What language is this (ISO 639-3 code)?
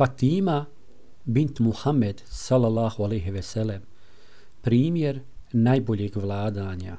bos